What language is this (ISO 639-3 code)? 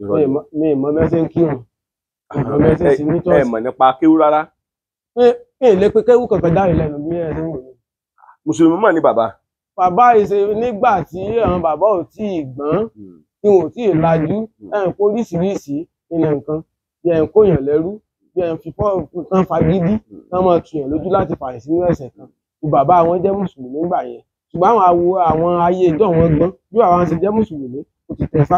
yor